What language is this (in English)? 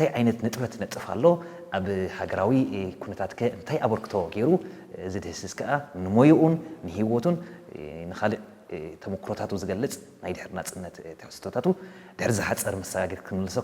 Tigrinya